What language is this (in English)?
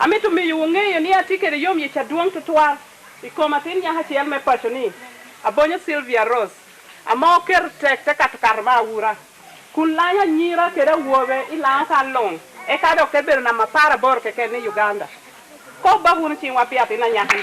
Lango (Uganda)